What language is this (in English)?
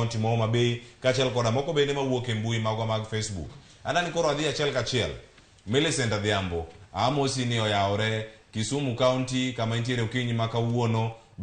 Luo (Kenya and Tanzania)